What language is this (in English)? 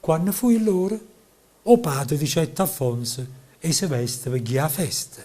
Neapolitan